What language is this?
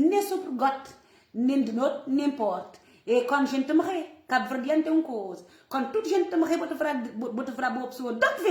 Kabuverdianu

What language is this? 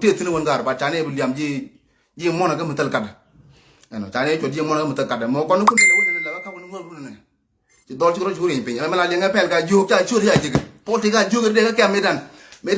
Nuer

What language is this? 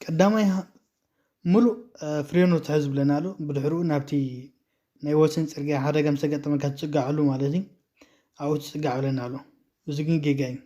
Tigrinya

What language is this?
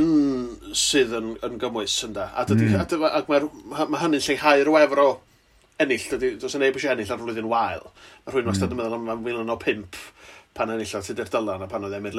Welsh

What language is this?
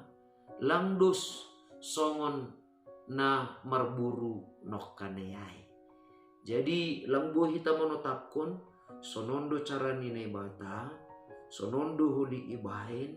Batak Simalungun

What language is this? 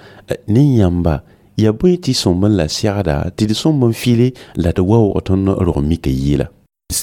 Mossi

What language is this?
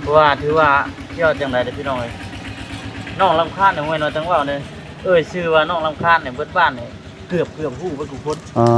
Lao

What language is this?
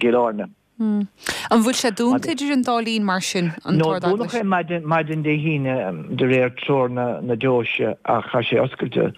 Irish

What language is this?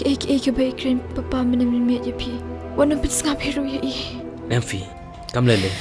Khasi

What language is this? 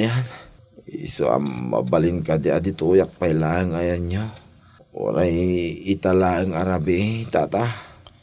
Iloko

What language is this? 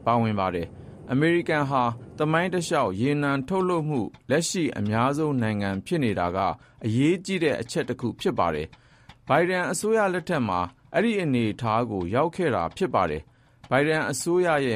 Burmese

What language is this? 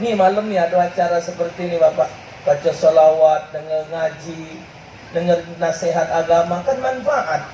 Musi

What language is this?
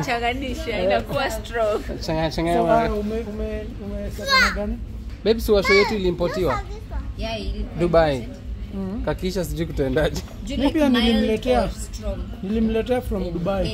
Swahili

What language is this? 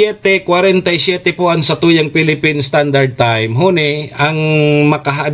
Bikol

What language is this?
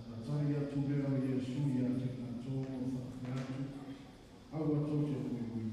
Samoan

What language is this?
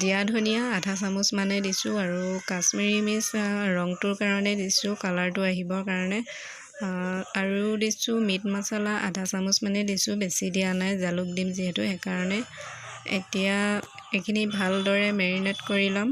Assamese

